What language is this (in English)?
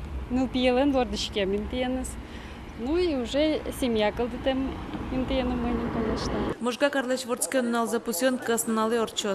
Udmurt